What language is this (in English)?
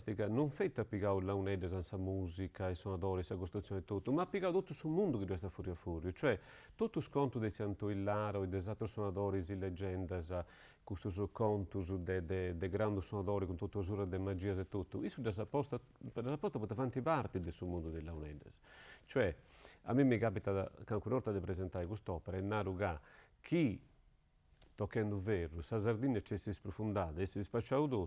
Sardinian